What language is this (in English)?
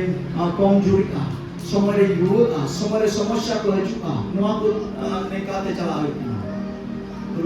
Santali